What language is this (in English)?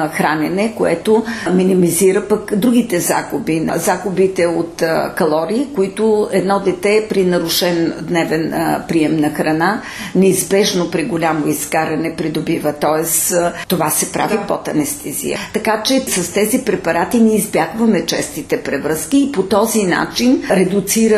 Bulgarian